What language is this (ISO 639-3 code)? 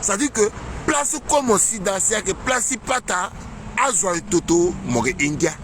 sag